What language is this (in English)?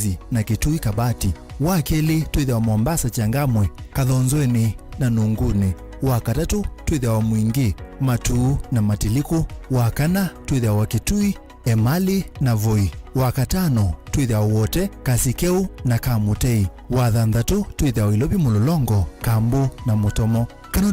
Kamba